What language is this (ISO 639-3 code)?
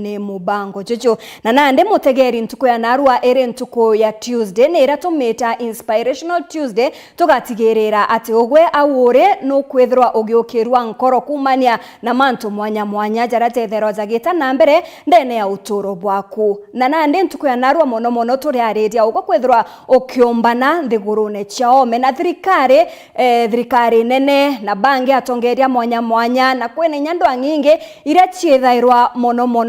mer